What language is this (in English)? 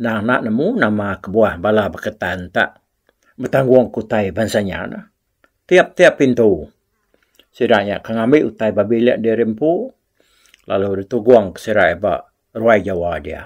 Iban